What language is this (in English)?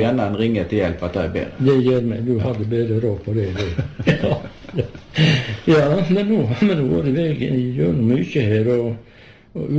Norwegian